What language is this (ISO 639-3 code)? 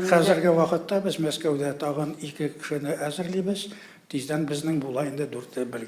tat